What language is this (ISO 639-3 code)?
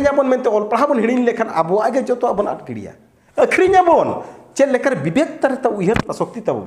sat